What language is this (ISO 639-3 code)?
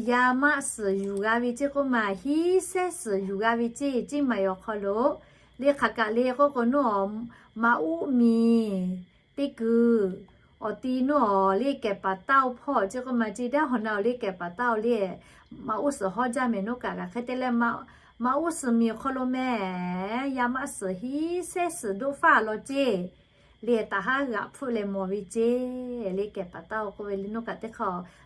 lhu